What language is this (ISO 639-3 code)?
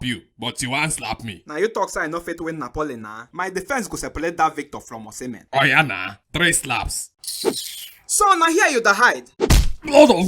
pcm